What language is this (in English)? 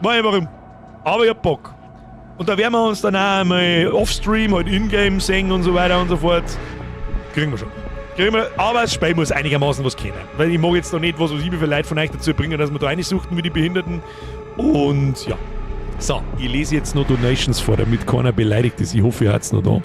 Bavarian